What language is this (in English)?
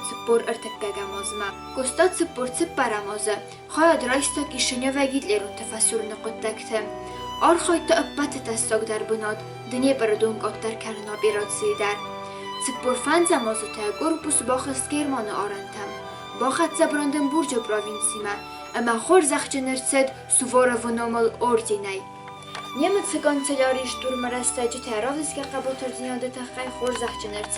Ossetic